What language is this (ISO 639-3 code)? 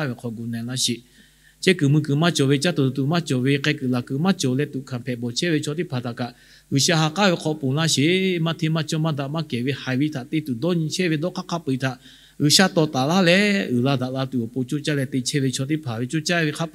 lhu